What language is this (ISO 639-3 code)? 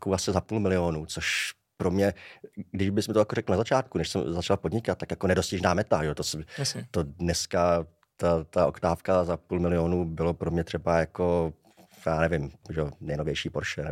ces